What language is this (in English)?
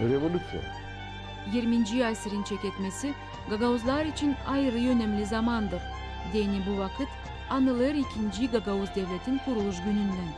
Gagauz